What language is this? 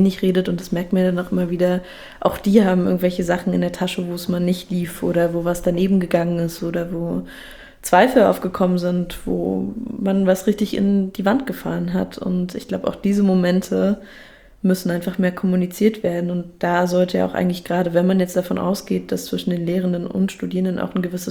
German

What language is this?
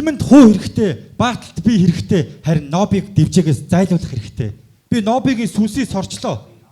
Mongolian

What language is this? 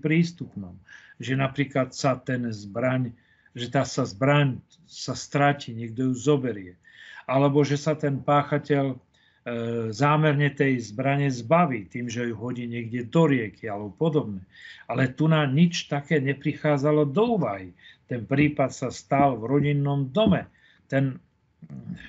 Slovak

